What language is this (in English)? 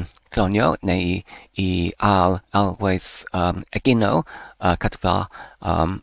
Welsh